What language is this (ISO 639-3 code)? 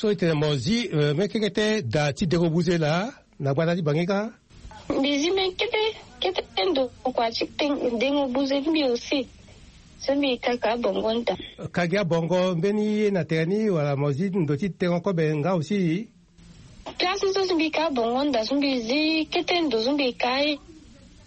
sag